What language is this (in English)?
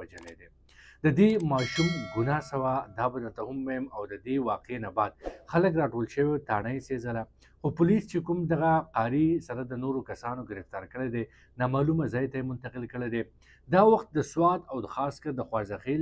Pashto